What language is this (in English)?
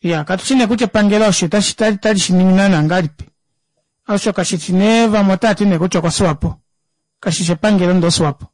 Kuanyama